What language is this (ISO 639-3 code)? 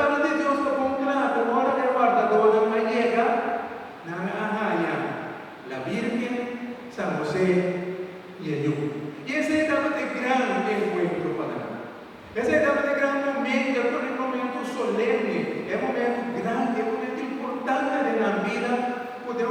pap